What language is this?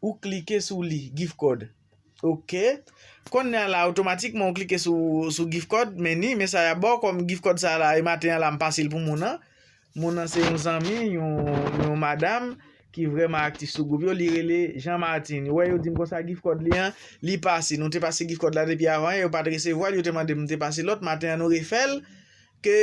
Haitian Creole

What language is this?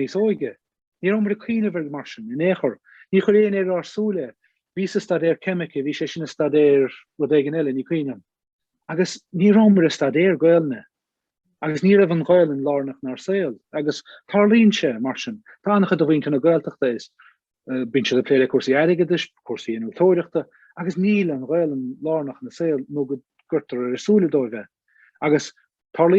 Irish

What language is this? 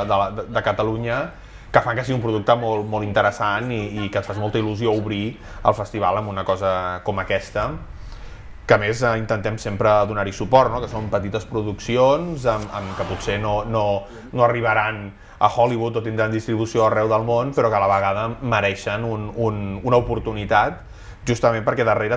Catalan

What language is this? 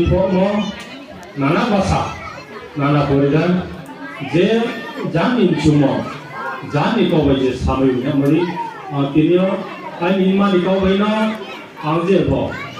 Riang (India)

